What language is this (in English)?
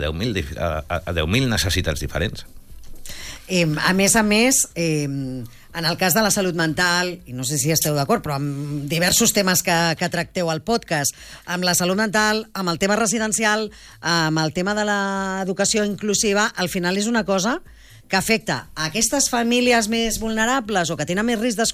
Catalan